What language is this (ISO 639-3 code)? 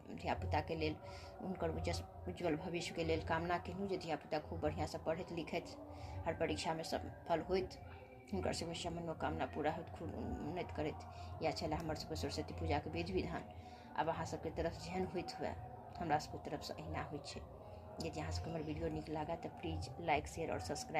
mai